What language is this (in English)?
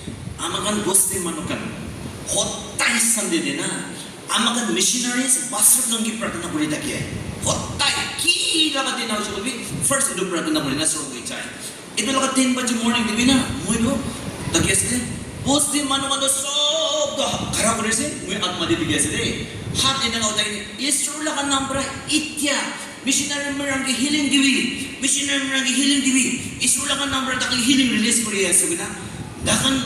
Naga Pidgin